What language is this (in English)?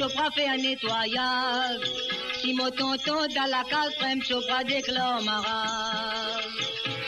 Morisyen